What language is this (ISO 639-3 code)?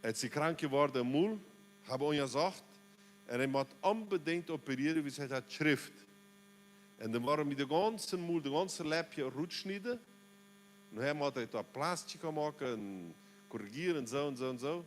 pdt